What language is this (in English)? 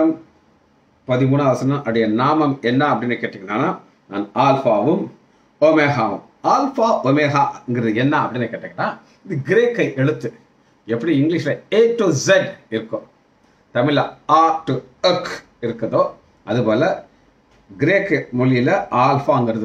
Tamil